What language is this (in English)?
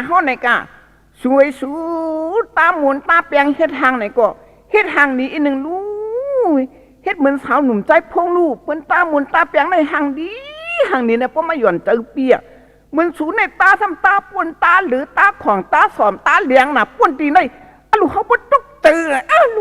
Shan